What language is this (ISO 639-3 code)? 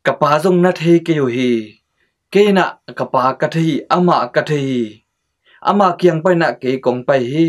ctd